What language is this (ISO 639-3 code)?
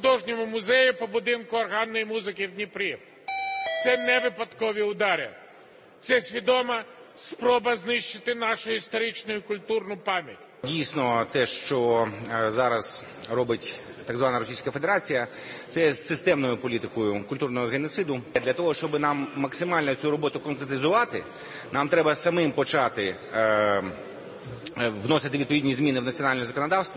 ukr